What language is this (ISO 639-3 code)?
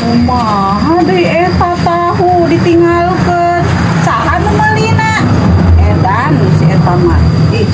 sun